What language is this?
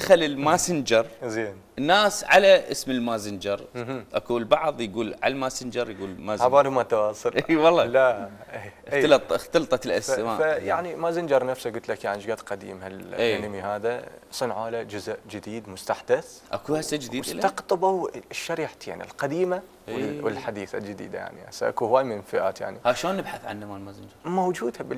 Mesopotamian Arabic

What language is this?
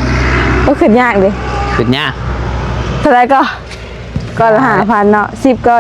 Northeastern Thai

